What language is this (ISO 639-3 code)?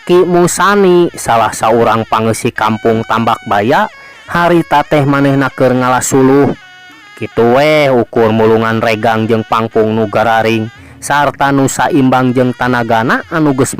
sun